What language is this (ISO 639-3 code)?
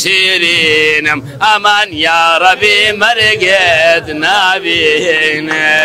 ckb